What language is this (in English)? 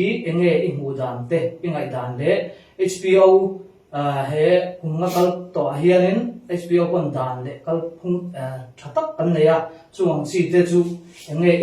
Falam Chin